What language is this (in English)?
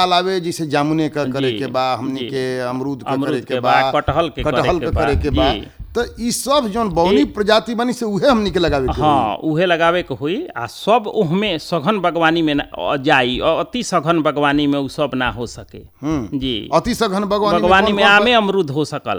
Bhojpuri